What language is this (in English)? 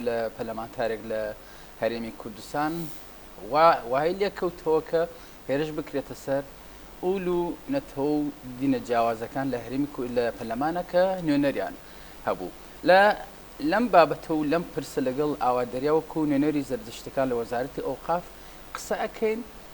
Central Kurdish